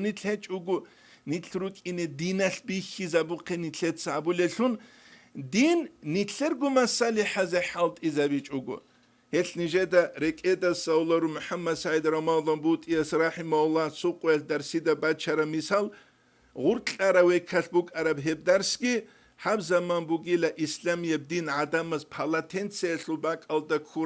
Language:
Avaric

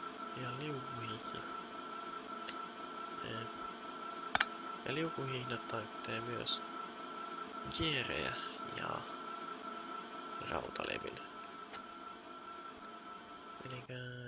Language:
Finnish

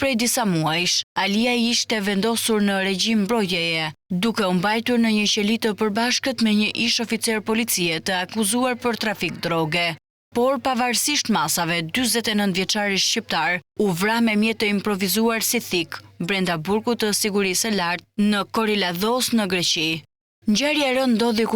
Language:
Albanian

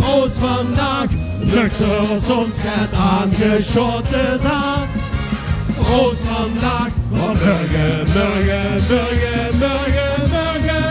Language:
Limburgish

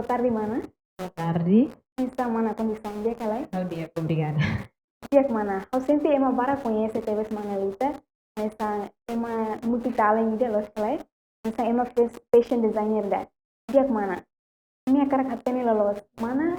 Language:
Tetum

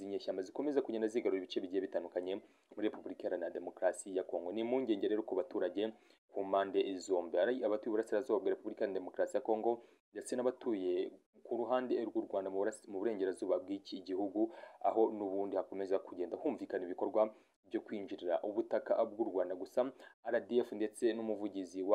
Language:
Kinyarwanda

